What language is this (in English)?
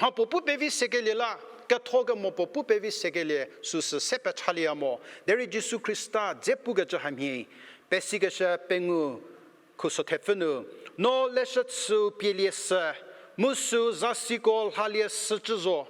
Angami Naga